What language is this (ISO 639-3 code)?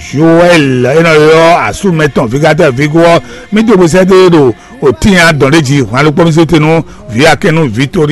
fon